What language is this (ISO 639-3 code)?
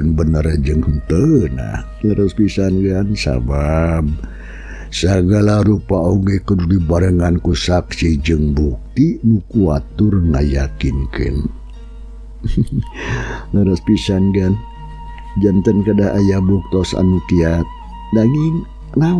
sun